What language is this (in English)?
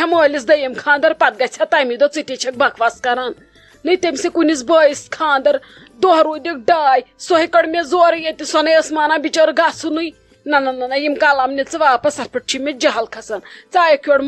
Kashmiri